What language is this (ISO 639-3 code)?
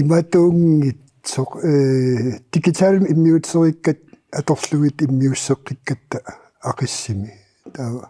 kal